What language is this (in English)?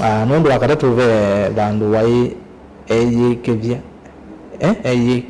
Kamba